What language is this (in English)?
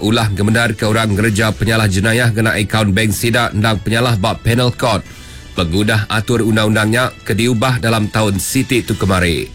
Iban